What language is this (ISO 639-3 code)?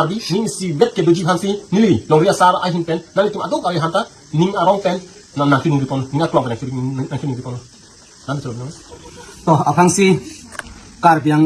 mjw